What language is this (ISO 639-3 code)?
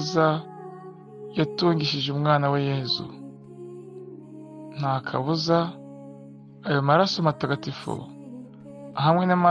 kin